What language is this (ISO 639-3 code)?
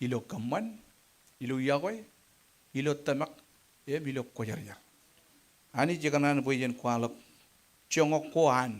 mah